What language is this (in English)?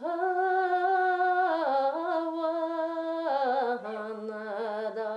Bashkir